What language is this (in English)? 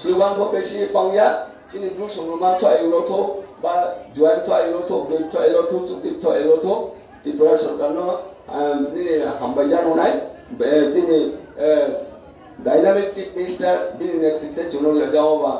Riang (India)